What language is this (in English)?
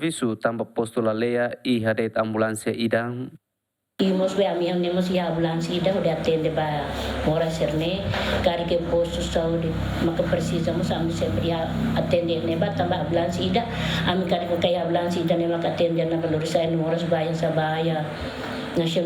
Tetum